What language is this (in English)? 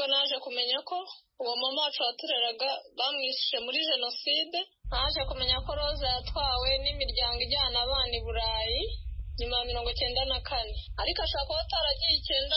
Kinyarwanda